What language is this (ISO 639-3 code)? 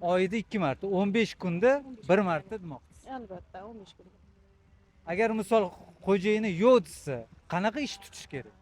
uzb